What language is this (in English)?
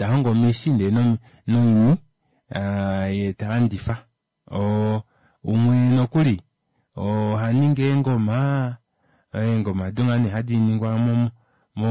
Kuanyama